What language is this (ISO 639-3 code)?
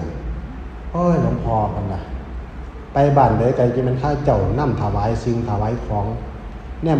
tts